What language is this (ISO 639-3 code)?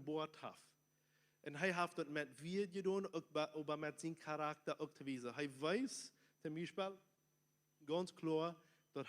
pdt